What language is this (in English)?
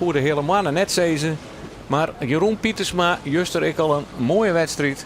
Western Frisian